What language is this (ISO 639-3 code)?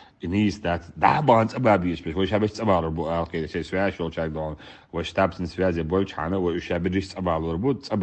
che